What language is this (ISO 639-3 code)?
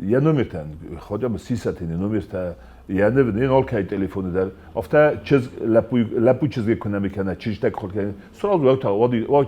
oss